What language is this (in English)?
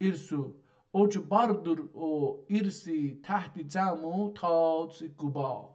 South Azerbaijani